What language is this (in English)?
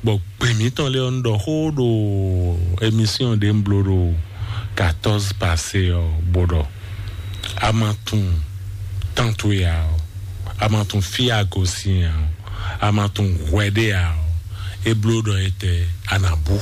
Fon